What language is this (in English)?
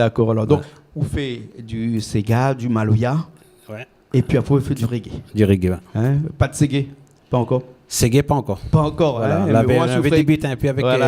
Réunion Creole French